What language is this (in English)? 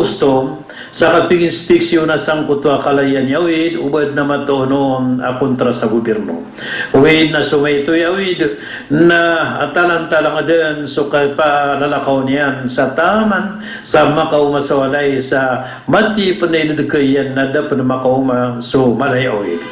Maranao